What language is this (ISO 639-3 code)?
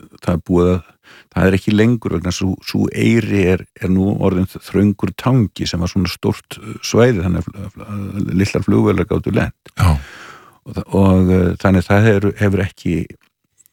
isl